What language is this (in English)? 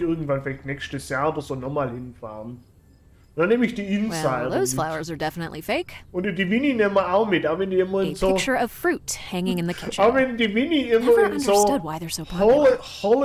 German